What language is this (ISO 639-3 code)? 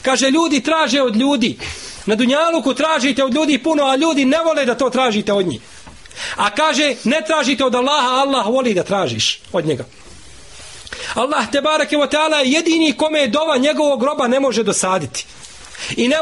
bos